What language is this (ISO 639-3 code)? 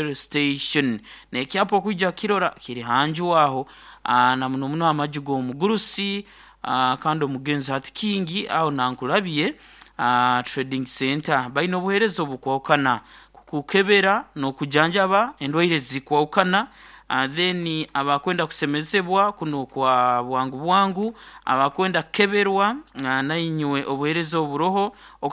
nyo